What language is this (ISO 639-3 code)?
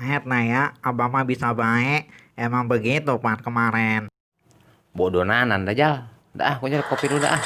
bew